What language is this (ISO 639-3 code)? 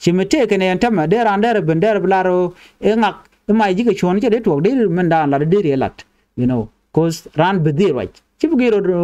nus